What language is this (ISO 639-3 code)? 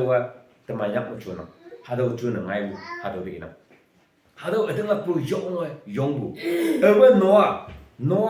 nbe